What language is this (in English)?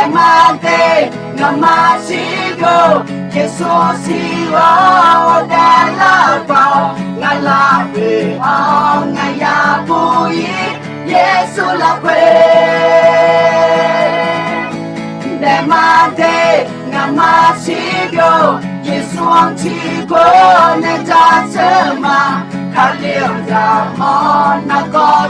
Akha